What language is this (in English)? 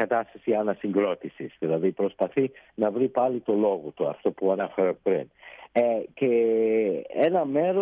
Greek